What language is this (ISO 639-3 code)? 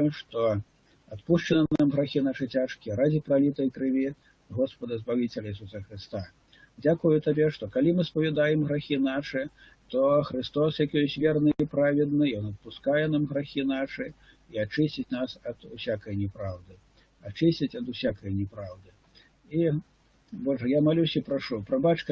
bel